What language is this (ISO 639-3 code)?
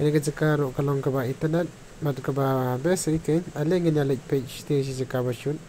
kha